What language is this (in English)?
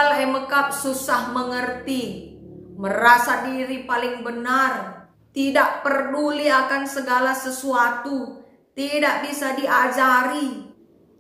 Batak Karo